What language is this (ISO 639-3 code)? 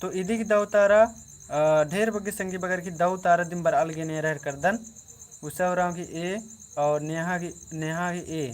kru